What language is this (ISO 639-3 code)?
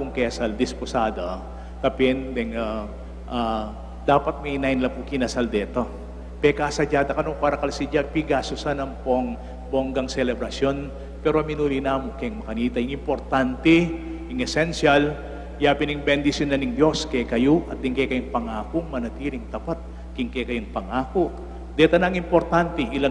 pam